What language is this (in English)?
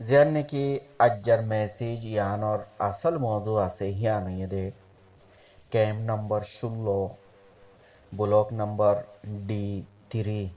Rohingya